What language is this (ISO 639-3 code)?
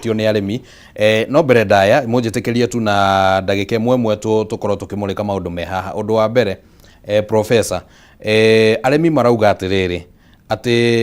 kik